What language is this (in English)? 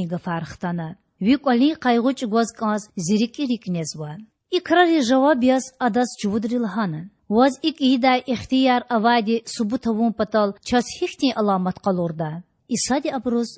Lezghian